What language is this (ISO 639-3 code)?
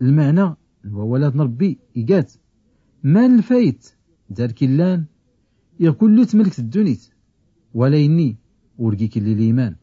shi